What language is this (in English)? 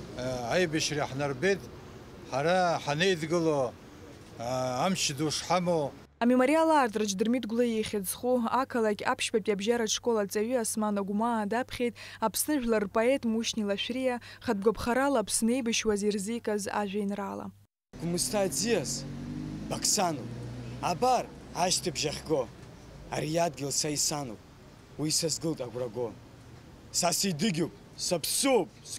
Abkhazian